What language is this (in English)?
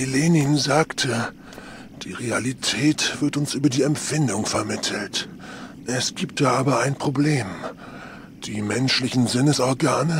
Bavarian